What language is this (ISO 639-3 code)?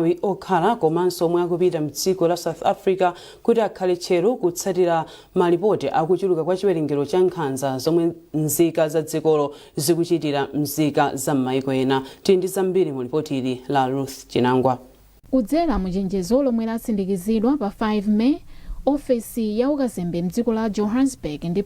nya